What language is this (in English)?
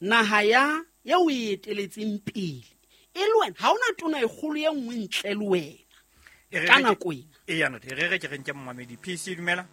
Southern Sotho